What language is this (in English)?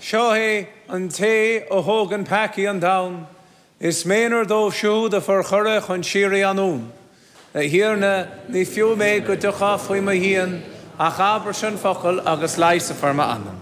Irish